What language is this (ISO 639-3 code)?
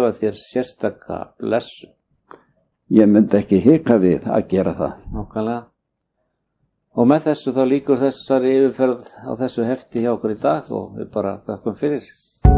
isl